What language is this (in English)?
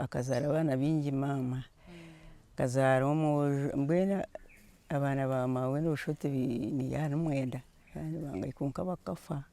Nyankole